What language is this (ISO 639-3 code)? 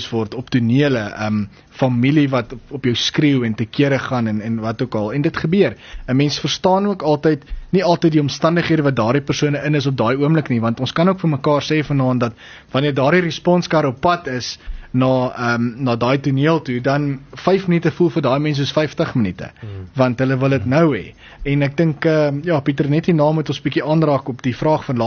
afr